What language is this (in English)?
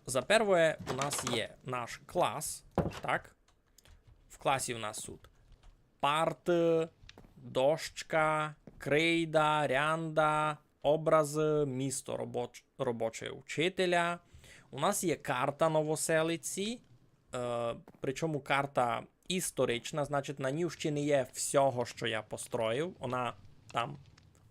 Rusyn